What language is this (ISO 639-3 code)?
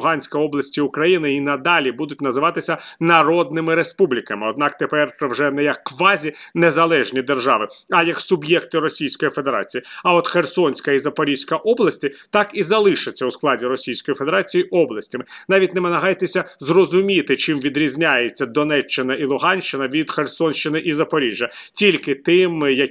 ukr